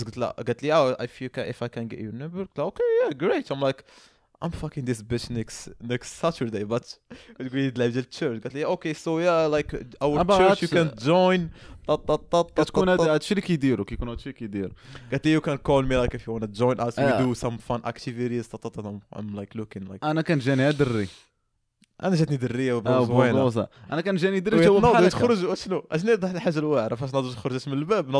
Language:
Moroccan Arabic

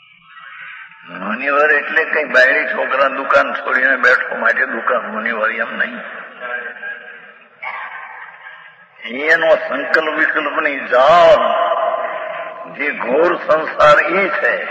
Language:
Gujarati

